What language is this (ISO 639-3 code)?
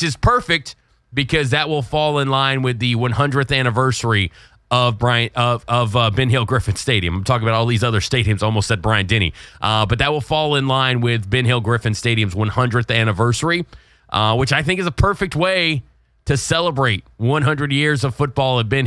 eng